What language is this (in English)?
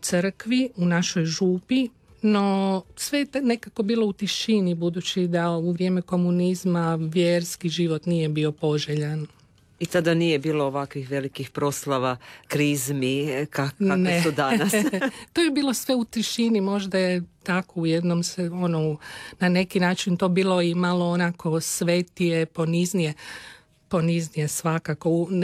Croatian